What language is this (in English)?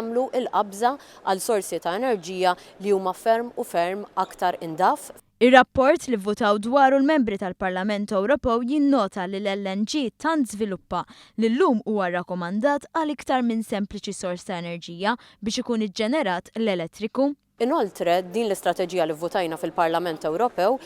Maltese